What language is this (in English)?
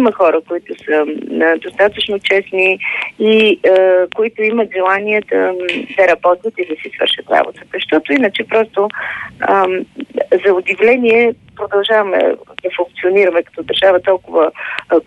Bulgarian